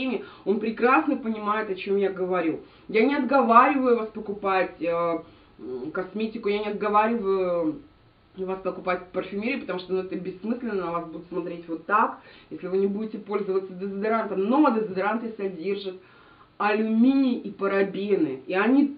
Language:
Russian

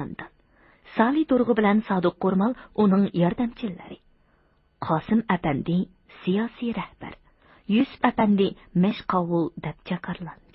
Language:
Uyghur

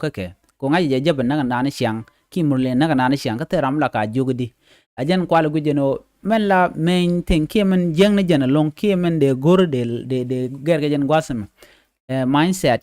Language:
Nuer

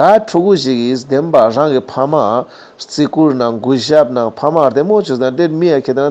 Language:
Ladakhi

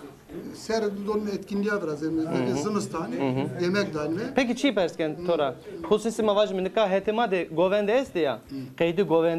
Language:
Zaza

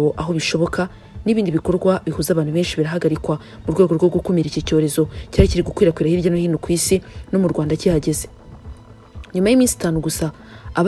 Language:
Kinyarwanda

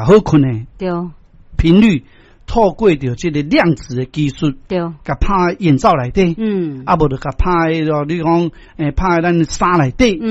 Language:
Min Nan Chinese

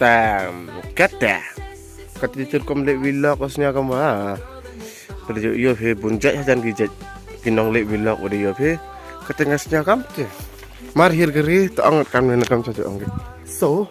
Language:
Khasi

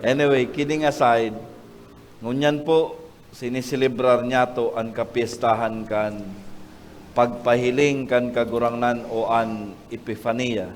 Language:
Bikol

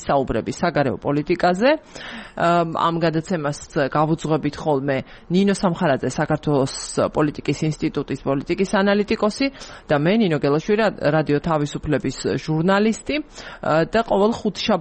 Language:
Georgian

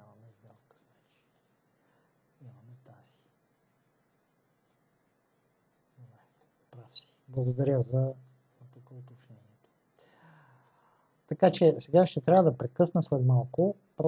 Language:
Bulgarian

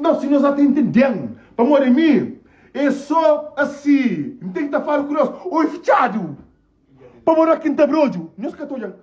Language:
Kabuverdianu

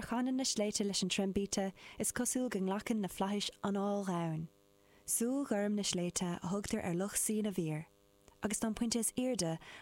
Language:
Irish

